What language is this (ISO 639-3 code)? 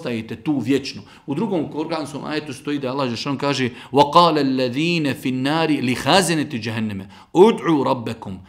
bos